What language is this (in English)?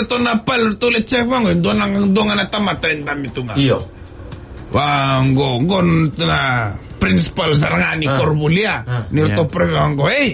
Fijian